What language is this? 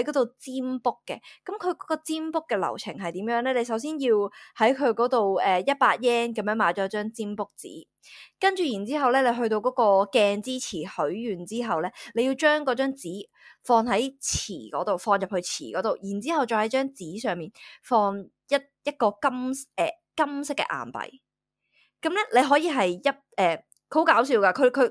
Cantonese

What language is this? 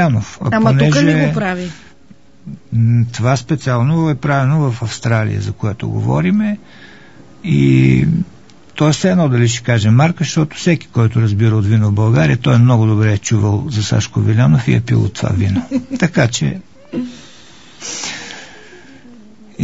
Bulgarian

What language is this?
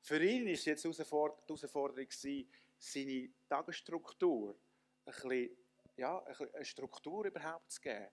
Swiss German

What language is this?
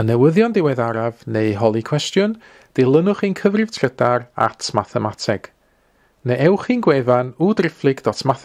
Welsh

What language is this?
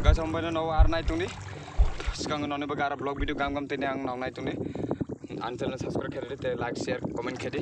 Kok Borok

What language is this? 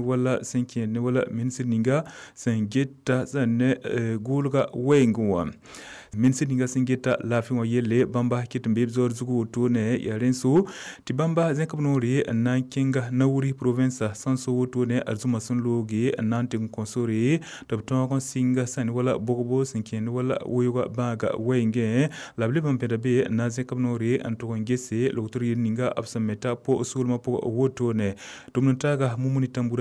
Mossi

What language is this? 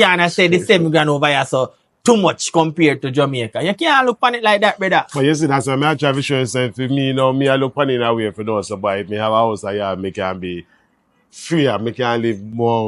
Jamaican Creole English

